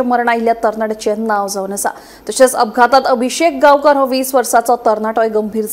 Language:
Konkani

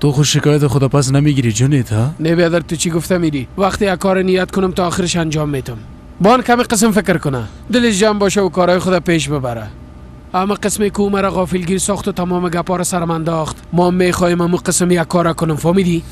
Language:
Persian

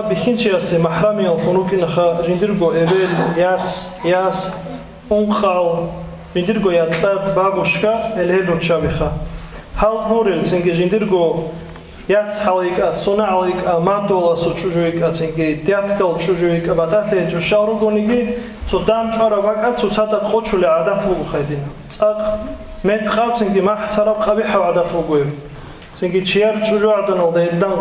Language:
Avaric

